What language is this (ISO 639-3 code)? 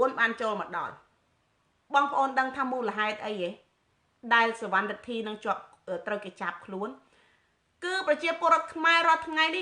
khm